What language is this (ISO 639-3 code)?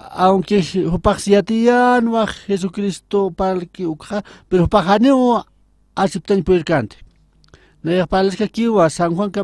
aym